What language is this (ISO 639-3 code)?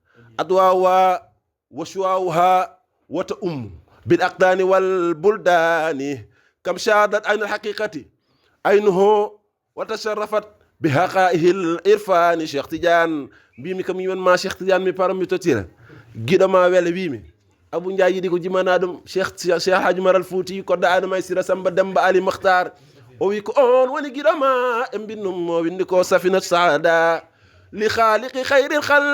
ful